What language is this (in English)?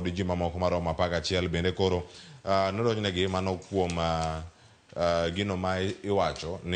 Luo (Kenya and Tanzania)